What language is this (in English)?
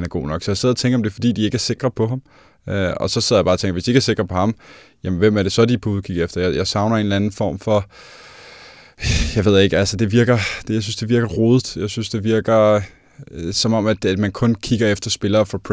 Danish